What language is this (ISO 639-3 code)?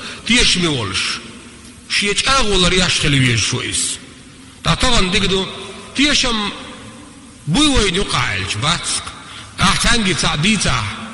che